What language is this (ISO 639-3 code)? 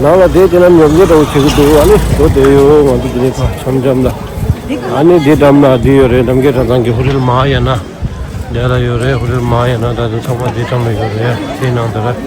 bod